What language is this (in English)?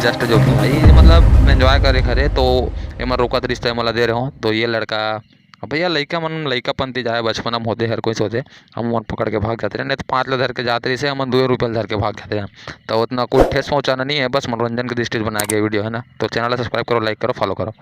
Chhattisgarhi